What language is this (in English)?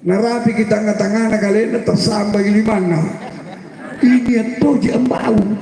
Makasar